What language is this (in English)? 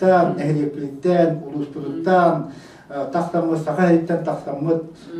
Yakut